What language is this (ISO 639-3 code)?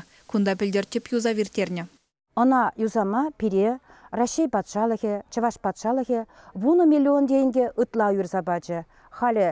chv